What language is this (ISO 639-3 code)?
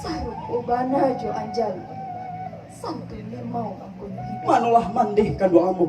min